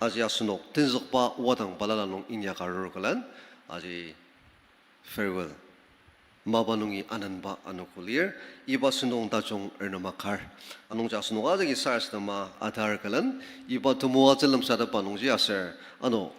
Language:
Ao Naga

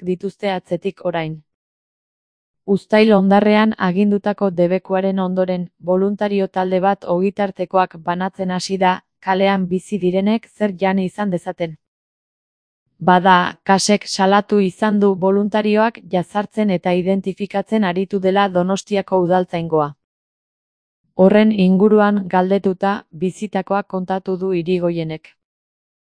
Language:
Basque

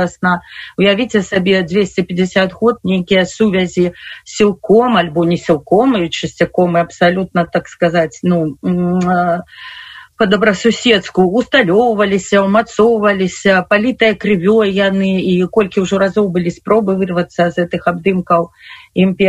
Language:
Belarusian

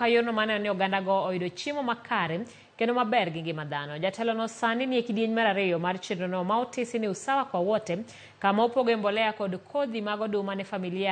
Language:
Luo (Kenya and Tanzania)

